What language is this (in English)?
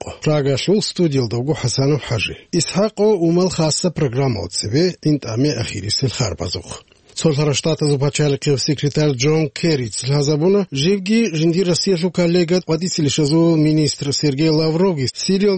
Avaric